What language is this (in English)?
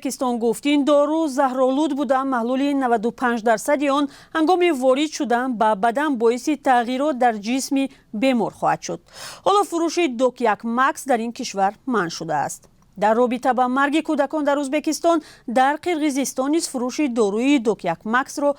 Tajik